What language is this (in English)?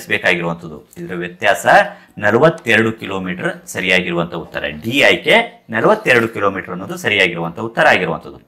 Kannada